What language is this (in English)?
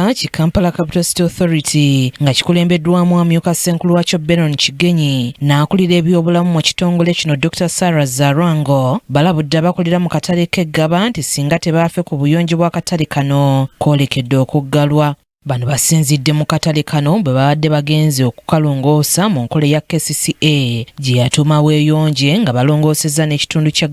Ganda